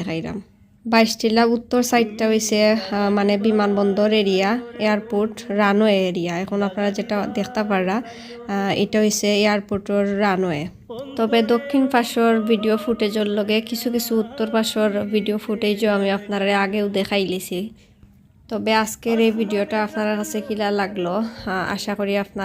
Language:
Sylheti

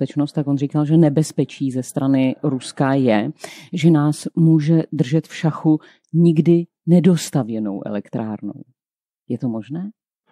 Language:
Czech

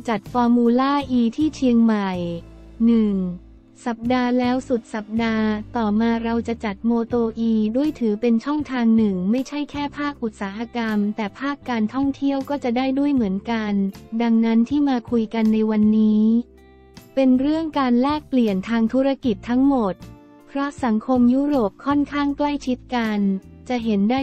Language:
Thai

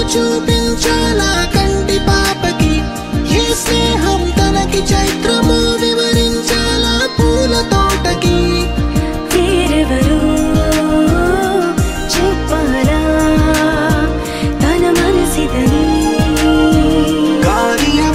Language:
Telugu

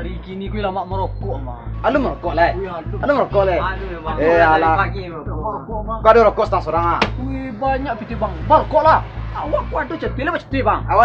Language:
Minangkabau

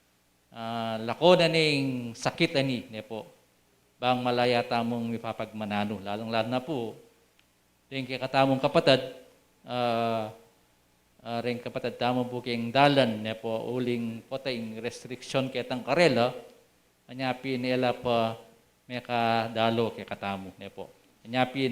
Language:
Pampanga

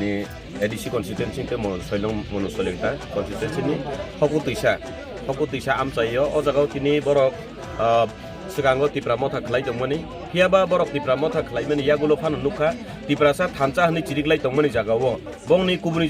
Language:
Kok Borok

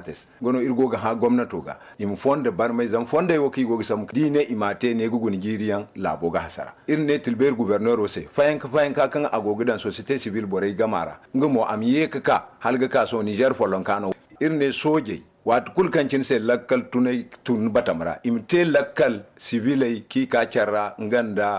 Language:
Zarma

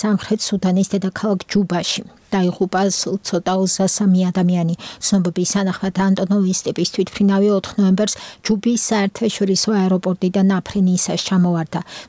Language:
Georgian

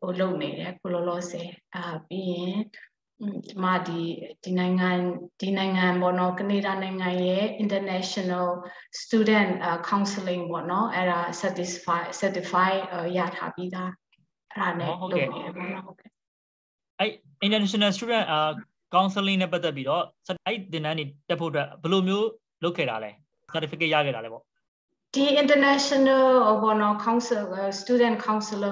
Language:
Burmese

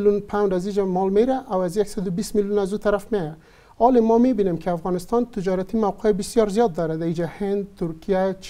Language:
Persian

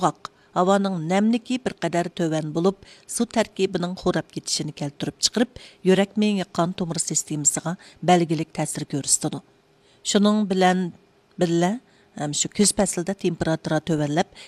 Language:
Uyghur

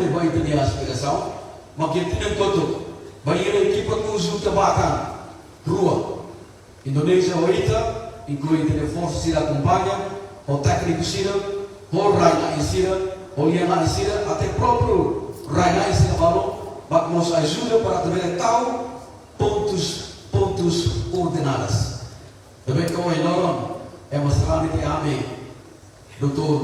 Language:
Tetum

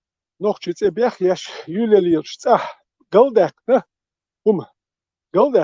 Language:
Chechen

